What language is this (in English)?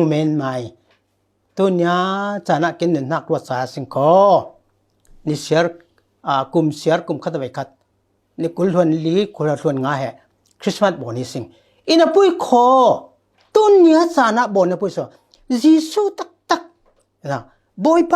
Falam Chin